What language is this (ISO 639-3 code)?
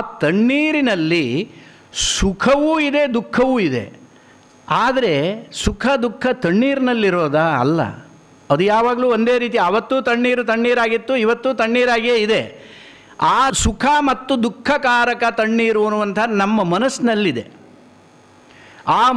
kan